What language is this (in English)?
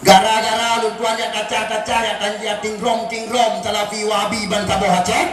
Achinese